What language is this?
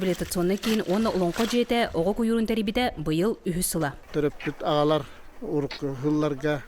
Yakut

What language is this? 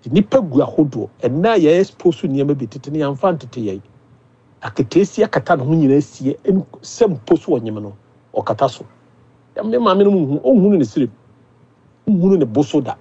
Akan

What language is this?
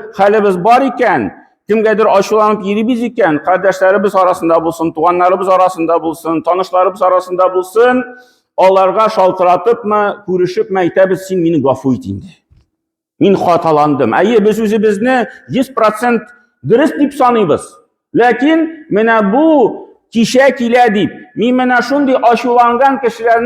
Tatar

